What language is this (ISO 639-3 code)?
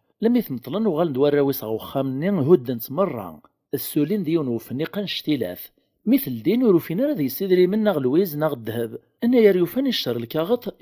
kab